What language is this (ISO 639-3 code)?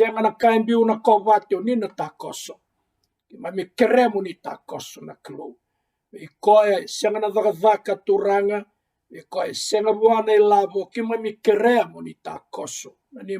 fij